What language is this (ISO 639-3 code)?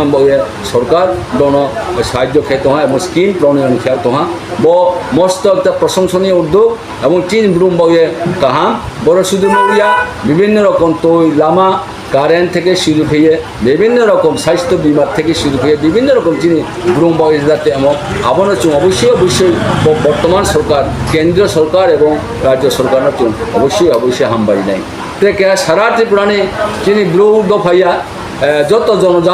ria